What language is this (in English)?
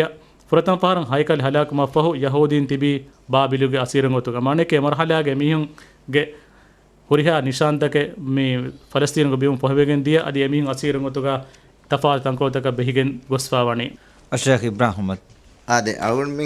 Divehi